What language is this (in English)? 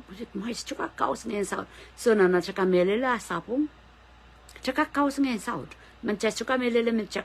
Pohnpeian